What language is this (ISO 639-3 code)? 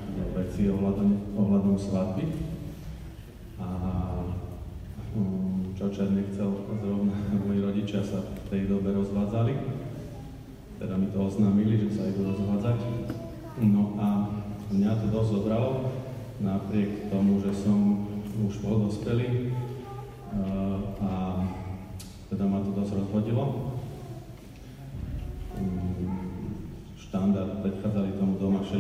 slk